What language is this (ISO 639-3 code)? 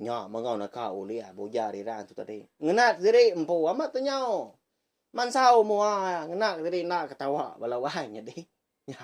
iba